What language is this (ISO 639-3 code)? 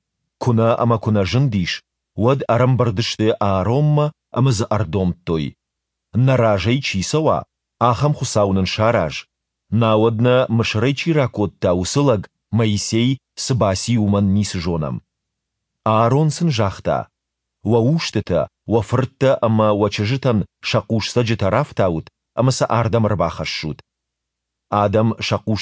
oss